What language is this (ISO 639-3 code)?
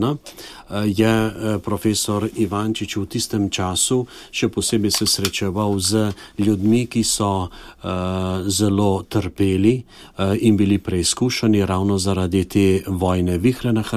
slv